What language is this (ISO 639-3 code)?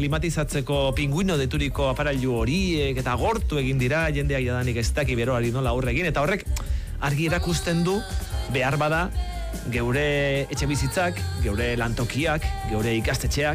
eus